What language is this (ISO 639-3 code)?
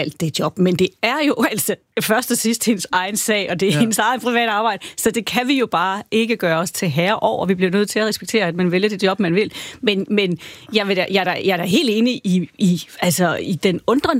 dan